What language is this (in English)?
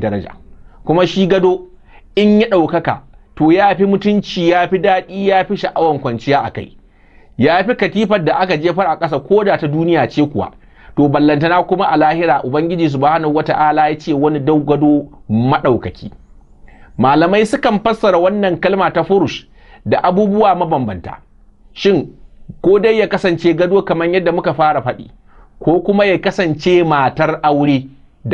Hausa